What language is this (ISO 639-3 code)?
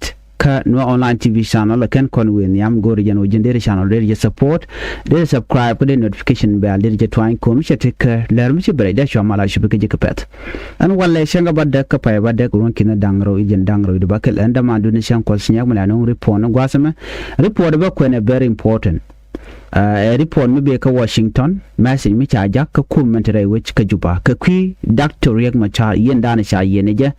nus